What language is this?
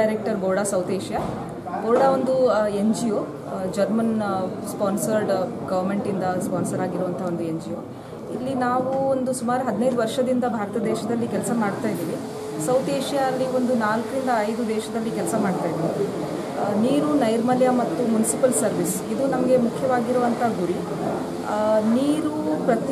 Kannada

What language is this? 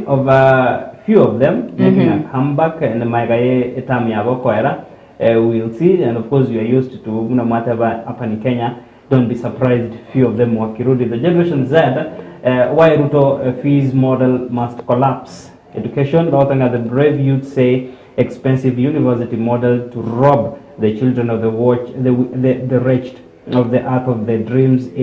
Gusii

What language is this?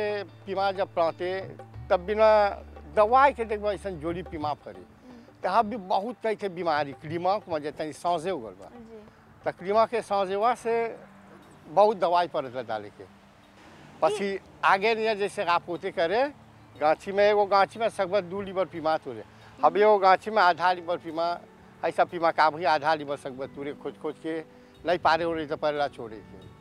Bhojpuri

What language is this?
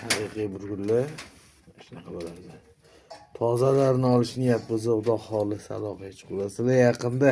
Uzbek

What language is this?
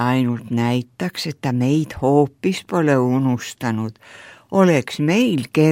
Estonian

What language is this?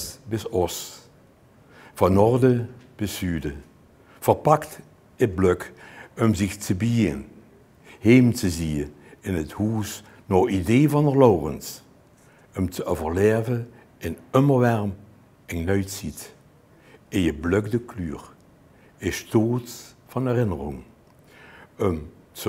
Limburgish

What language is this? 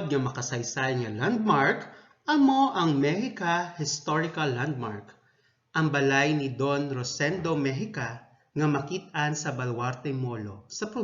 Hiligaynon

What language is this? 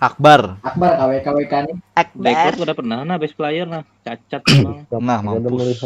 Banjar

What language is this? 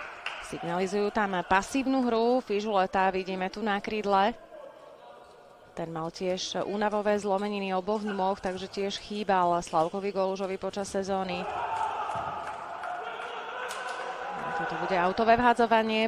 Slovak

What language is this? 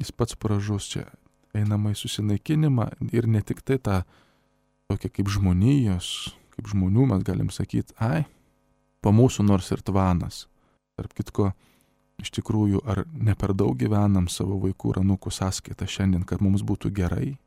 Lithuanian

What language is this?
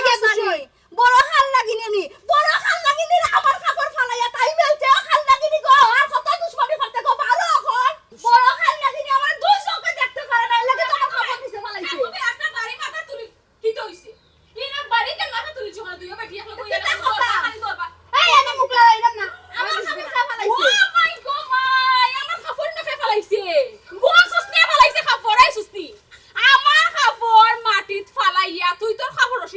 Sylheti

